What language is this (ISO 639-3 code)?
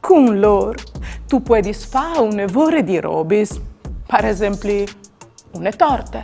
fur